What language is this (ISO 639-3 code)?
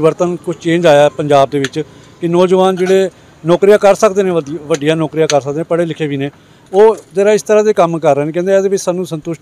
pan